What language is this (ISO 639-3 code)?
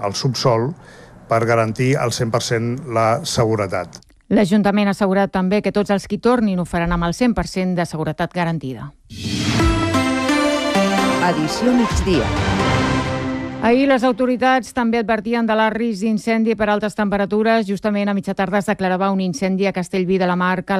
cat